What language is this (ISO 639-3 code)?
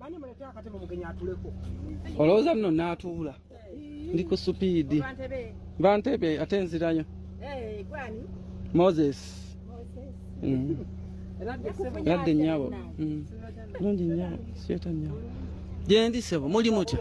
lug